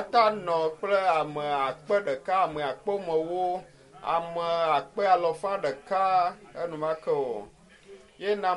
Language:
Ewe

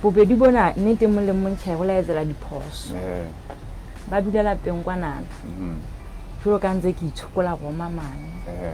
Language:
Southern Sotho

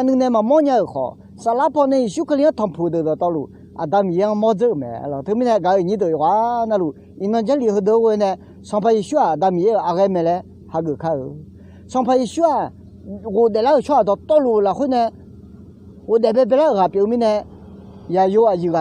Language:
Akha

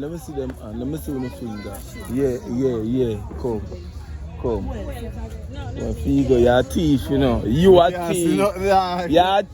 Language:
Jamaican Creole English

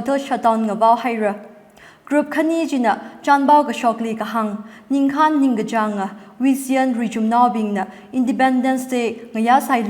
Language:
Tangkhul Naga (India)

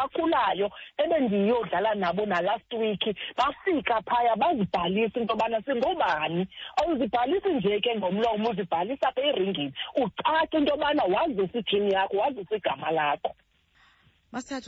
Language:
Xhosa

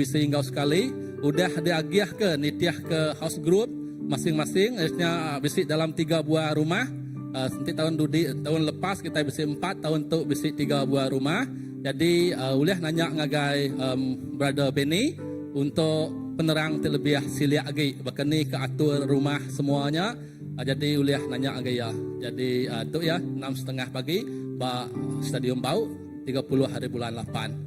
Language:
Iban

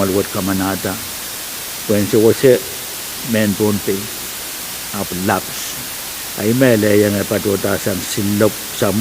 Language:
Pohnpeian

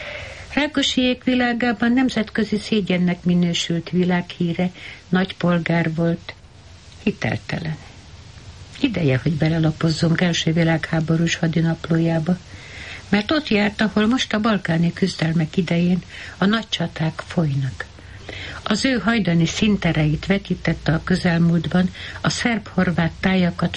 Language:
Hungarian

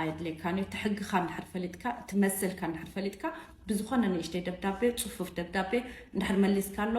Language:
Tigrinya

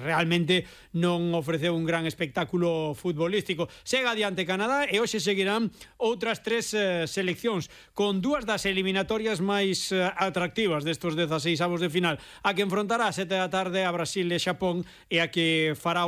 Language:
Galician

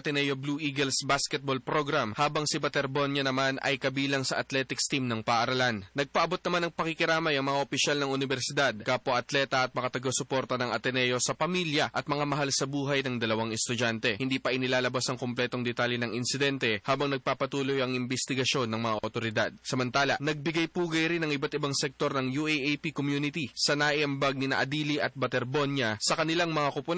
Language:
Filipino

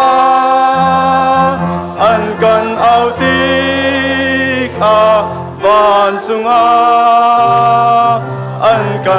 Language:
Hakha Chin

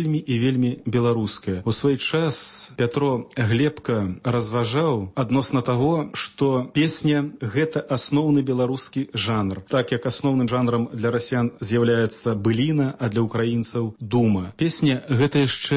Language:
Belarusian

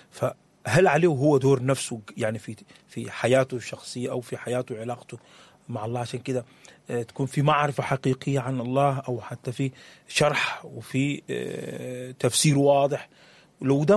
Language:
Sudanese Arabic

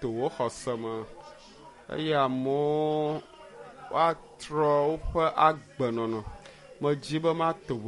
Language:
Ewe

